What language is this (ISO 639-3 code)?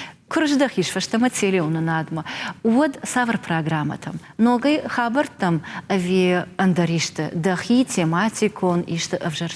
oss